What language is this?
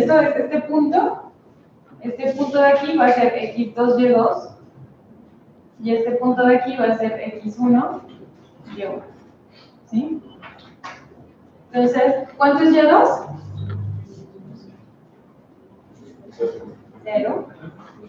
Spanish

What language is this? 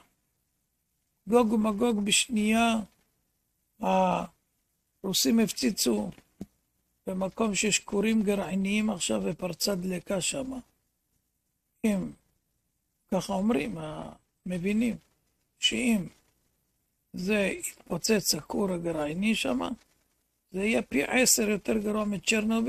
Hebrew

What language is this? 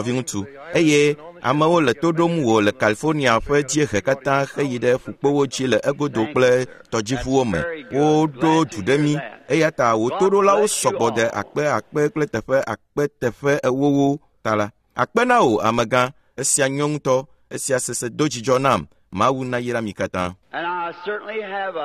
Ewe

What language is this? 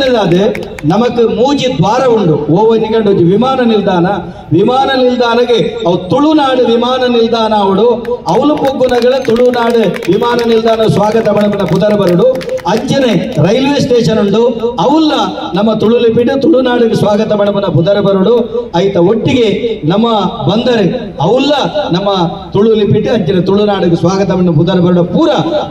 Tulu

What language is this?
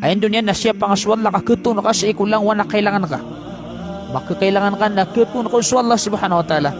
Maranao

